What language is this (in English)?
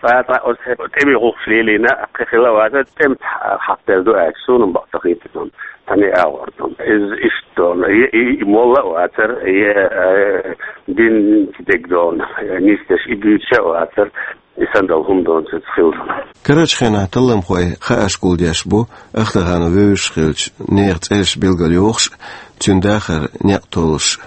Chechen